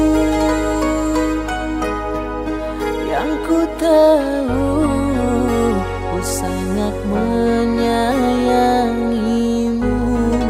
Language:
Indonesian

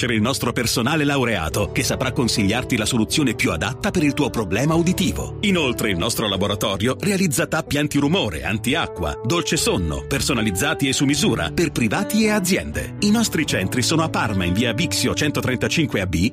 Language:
Italian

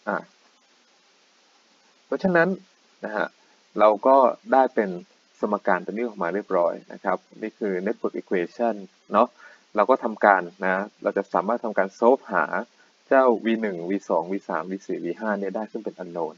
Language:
Thai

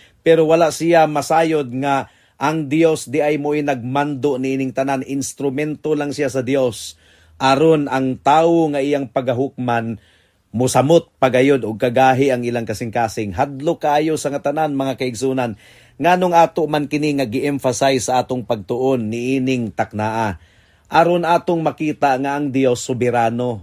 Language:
Cebuano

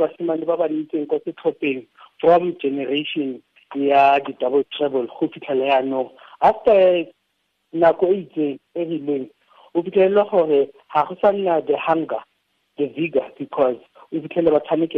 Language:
Tswana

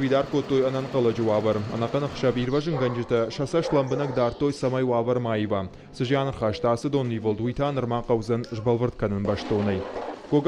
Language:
Ossetic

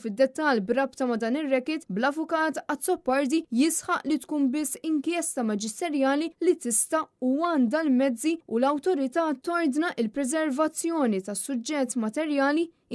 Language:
Maltese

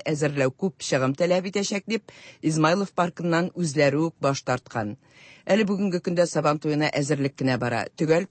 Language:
Tatar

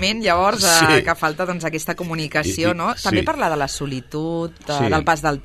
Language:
Catalan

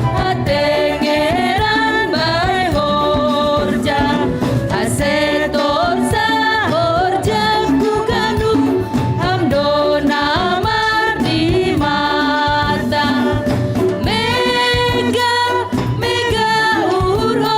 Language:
Batak Simalungun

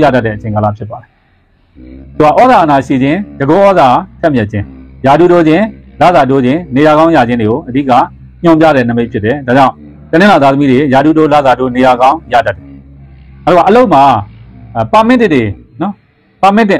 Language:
Burmese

